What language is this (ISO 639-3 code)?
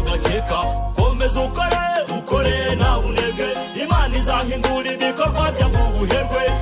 kin